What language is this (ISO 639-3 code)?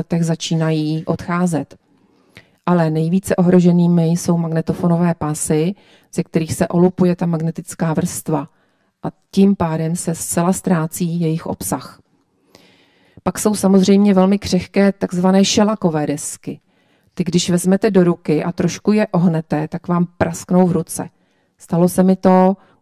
ces